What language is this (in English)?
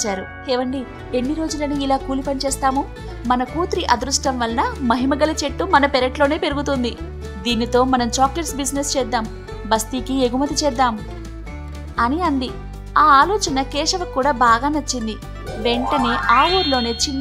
Telugu